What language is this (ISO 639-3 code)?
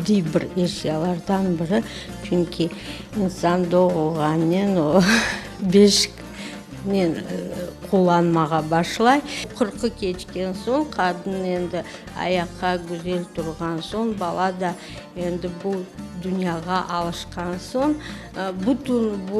crh